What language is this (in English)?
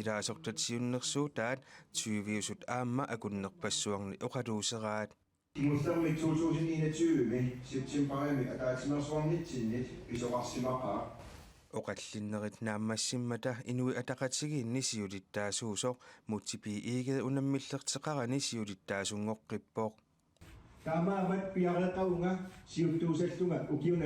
Kalaallisut